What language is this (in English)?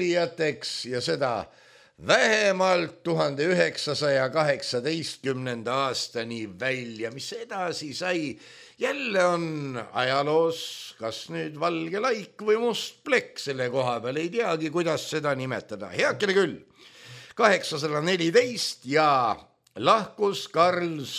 Estonian